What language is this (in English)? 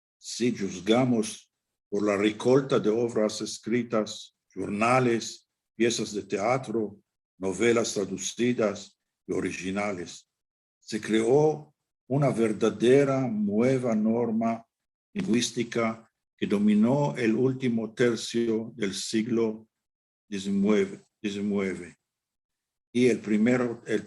Ladino